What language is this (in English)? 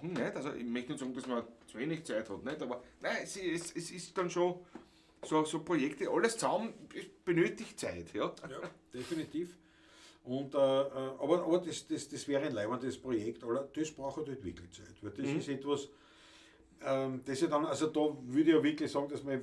Bavarian